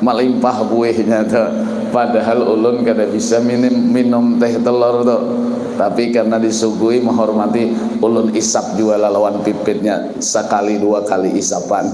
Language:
Banjar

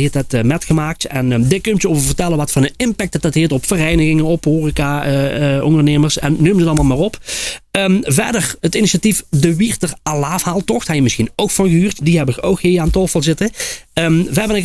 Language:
Limburgish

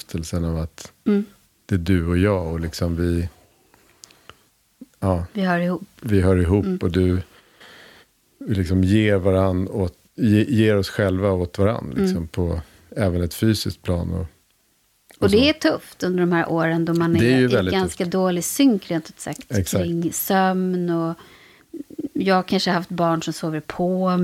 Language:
Swedish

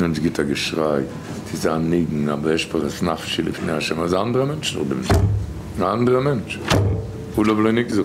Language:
Yiddish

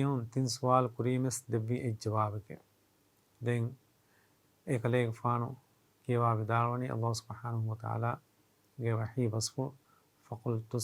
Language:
Divehi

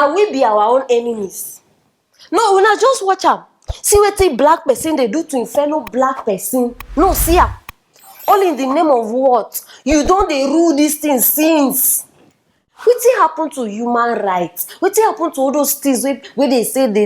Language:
Nigerian Pidgin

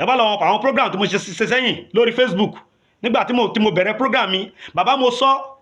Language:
Yoruba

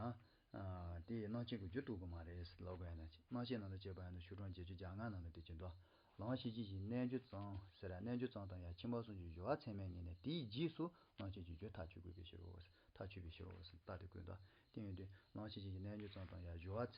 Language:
Tibetan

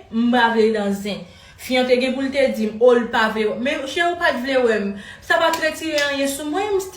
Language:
Haitian Creole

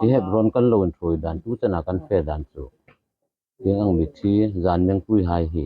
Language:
Hmar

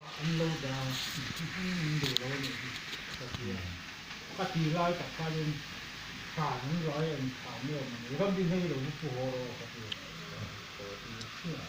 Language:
Mizo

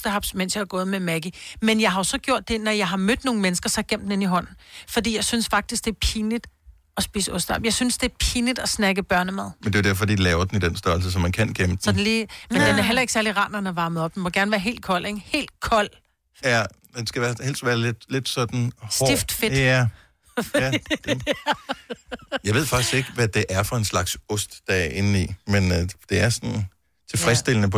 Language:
Danish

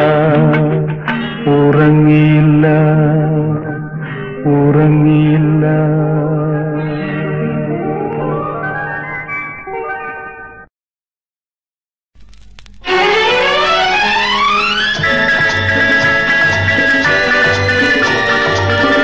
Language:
Malayalam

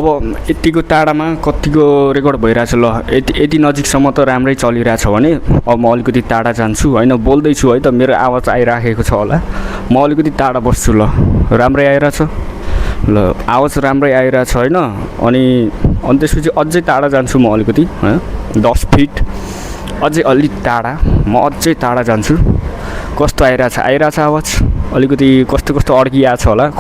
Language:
Nepali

